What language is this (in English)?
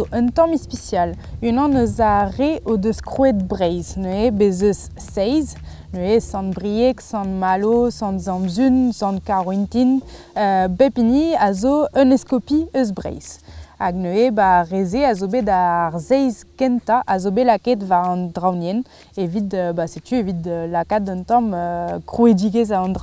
Breton